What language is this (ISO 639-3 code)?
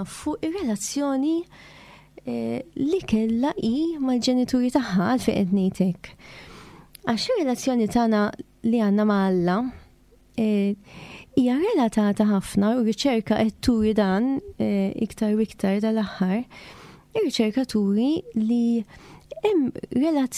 mlt